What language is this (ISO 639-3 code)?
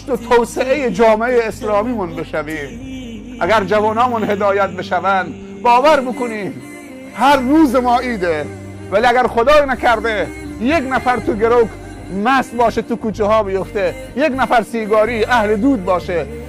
tgk